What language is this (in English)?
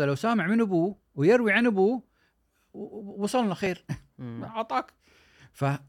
Gulf Arabic